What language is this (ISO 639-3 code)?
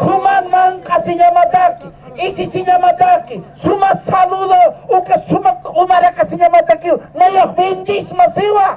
aym